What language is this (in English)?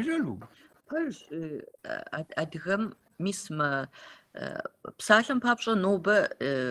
Kabardian